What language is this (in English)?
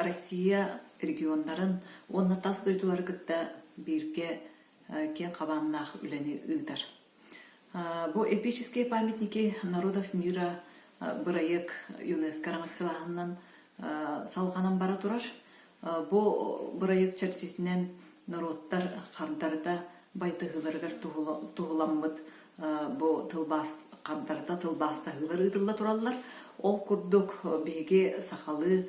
Yakut